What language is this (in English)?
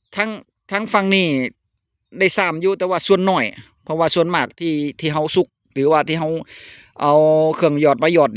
Northeastern Thai